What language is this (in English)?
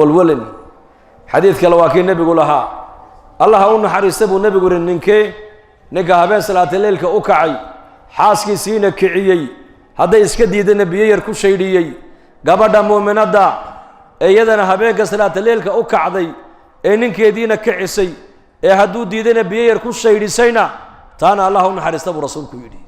Somali